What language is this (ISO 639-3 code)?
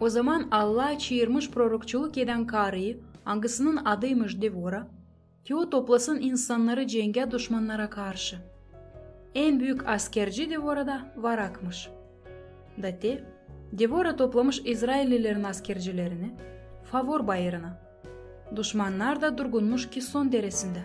gag